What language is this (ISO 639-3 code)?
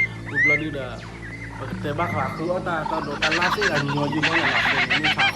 ksw